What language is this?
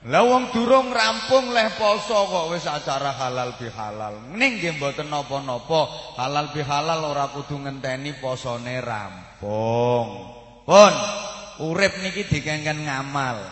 Javanese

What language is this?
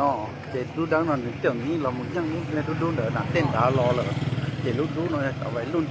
Hmong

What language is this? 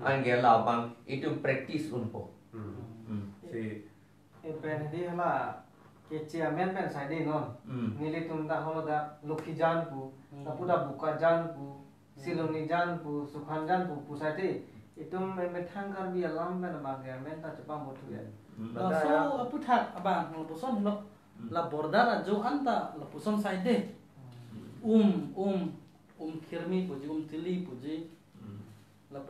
Karbi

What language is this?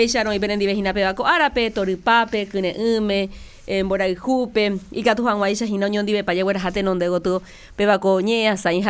Guarani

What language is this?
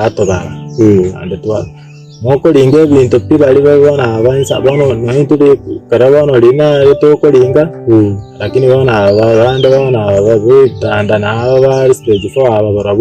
Gusii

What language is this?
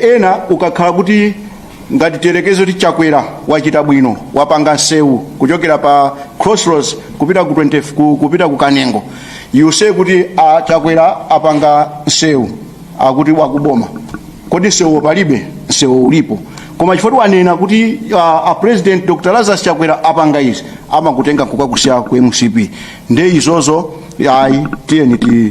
Nyanja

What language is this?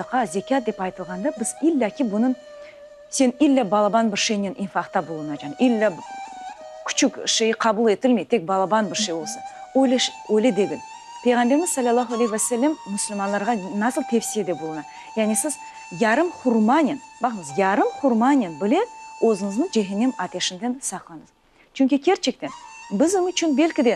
Crimean Tatar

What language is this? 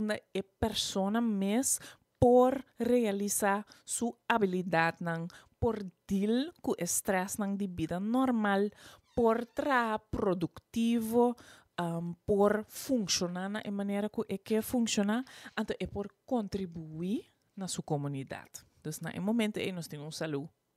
Papiamento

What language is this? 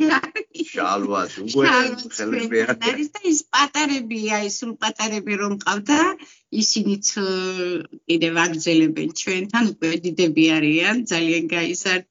Georgian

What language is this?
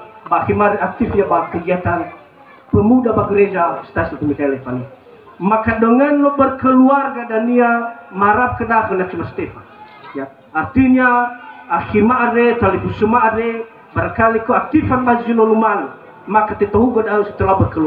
Nias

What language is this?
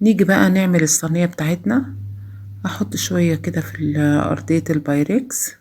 Egyptian Arabic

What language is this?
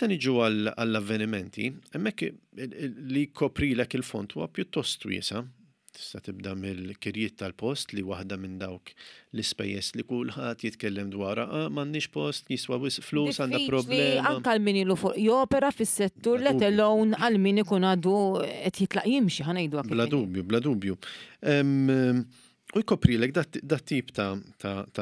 Maltese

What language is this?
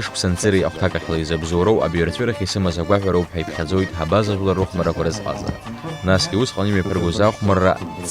Abkhazian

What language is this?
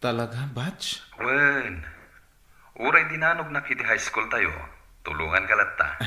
Iloko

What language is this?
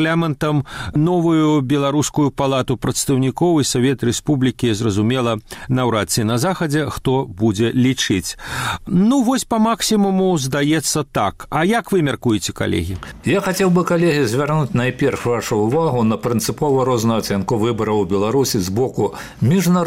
Belarusian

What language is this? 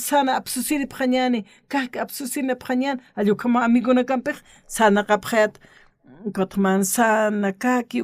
Aymara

